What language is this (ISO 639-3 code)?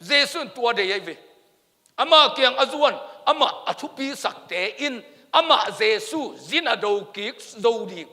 ctd